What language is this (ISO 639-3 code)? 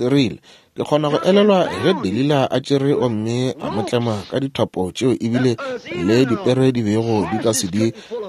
nso